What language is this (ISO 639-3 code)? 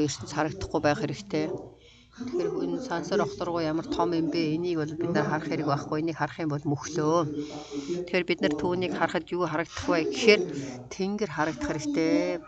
mon